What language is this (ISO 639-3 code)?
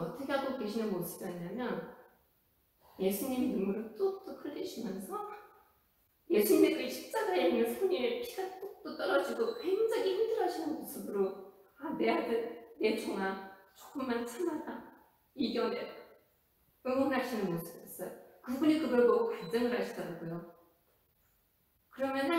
kor